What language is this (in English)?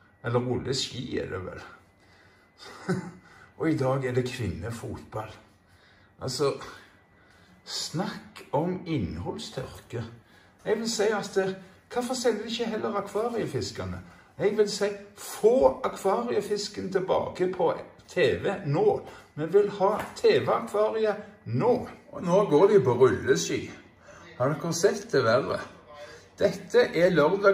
Norwegian